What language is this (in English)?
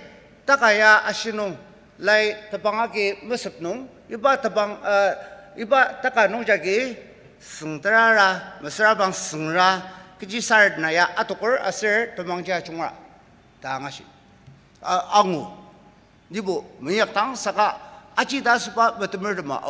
Ao Naga